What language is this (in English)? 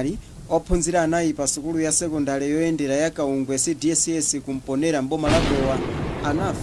Nyanja